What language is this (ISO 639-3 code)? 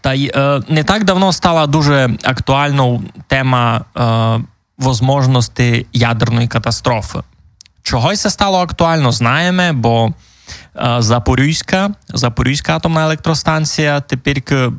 rue